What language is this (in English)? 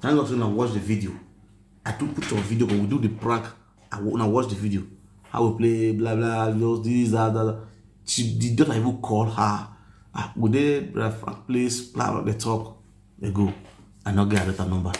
Nigerian Pidgin